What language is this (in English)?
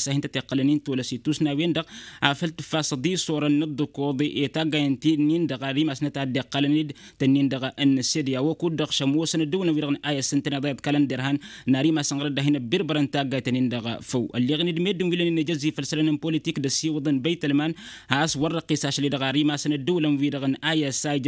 Tamasheq